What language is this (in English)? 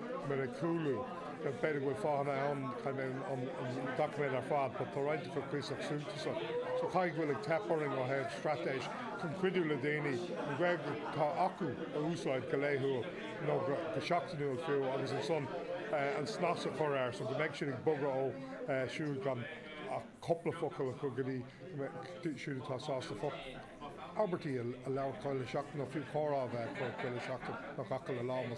Irish